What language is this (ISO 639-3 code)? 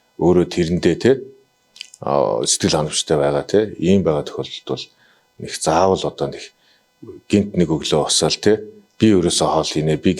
mon